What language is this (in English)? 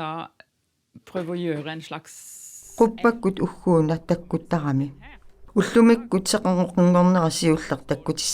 Kalaallisut